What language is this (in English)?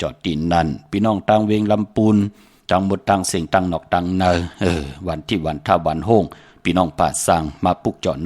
Shan